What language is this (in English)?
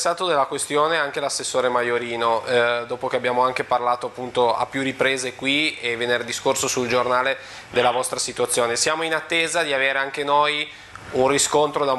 Italian